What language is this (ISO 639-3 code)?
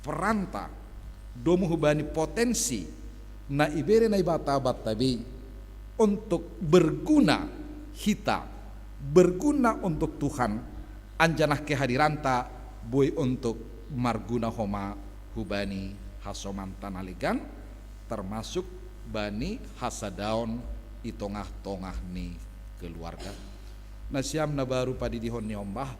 bts